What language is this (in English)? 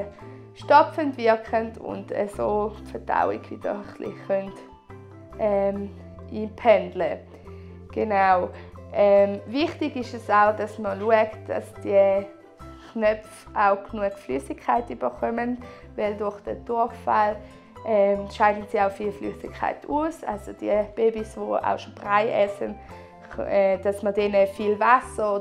Swiss German